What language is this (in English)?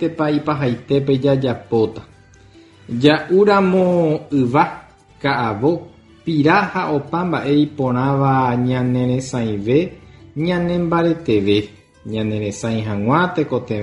Guarani